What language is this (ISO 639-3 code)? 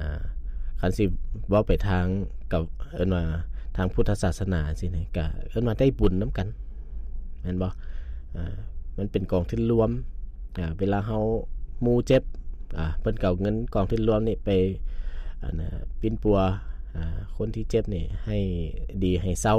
lao